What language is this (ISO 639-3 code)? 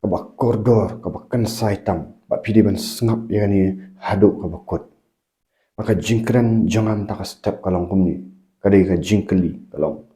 kha